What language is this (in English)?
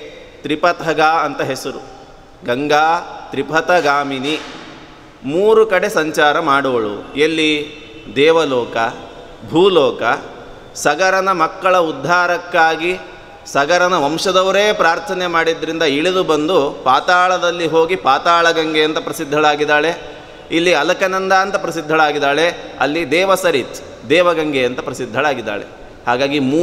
Kannada